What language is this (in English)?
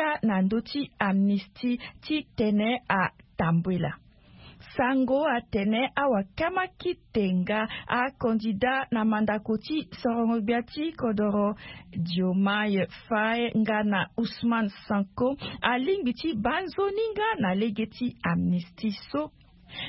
Sango